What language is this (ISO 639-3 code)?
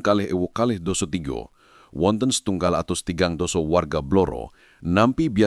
jav